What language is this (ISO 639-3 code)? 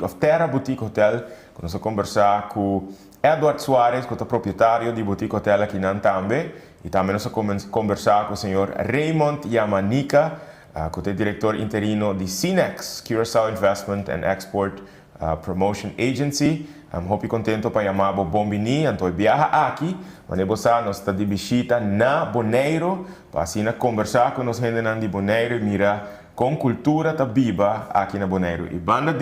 pap